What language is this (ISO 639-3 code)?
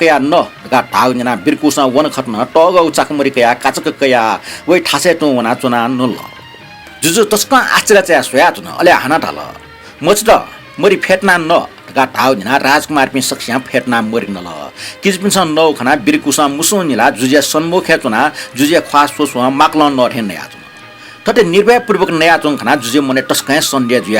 new